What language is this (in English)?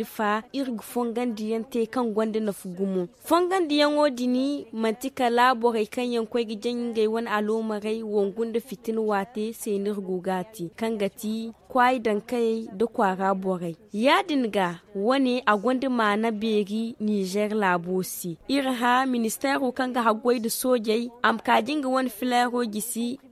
Zarma